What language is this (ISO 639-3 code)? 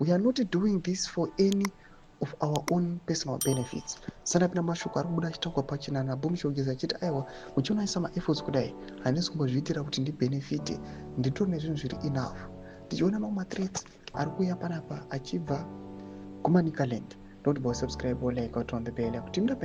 sna